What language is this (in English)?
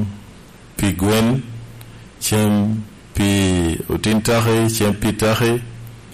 Lango (Uganda)